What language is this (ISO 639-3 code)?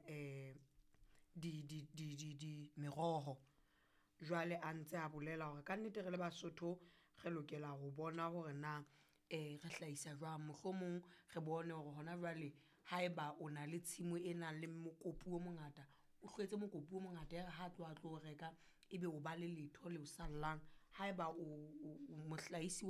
sot